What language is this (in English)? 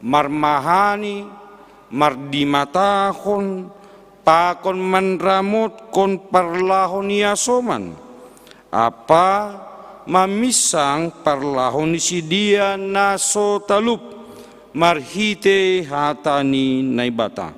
Batak Simalungun